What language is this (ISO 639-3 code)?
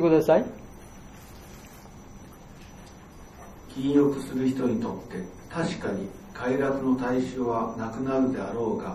jpn